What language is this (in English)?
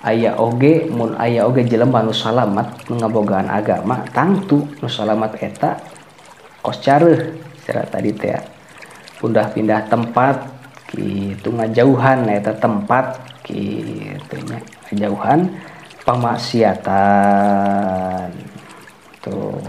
Sundanese